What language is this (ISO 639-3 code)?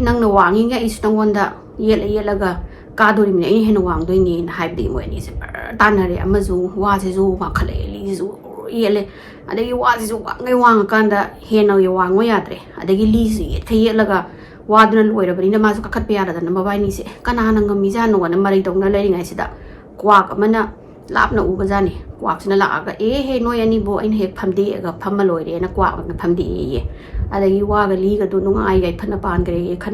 mni